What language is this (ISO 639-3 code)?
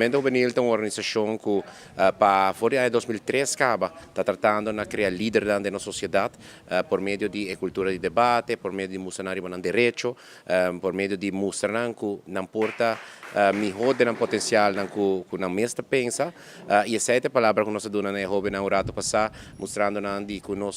pap